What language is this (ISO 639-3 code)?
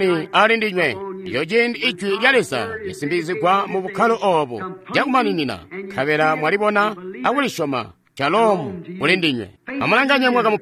toi